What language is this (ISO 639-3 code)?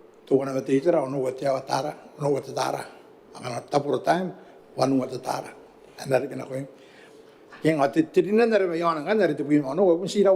gil